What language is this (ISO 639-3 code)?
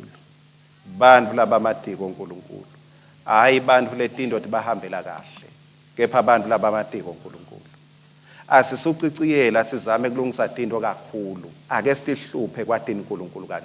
ssw